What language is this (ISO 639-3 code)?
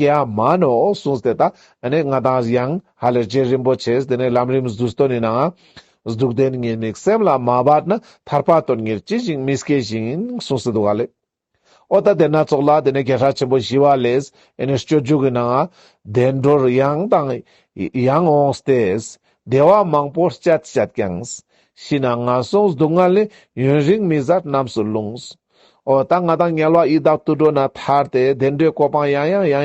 lbj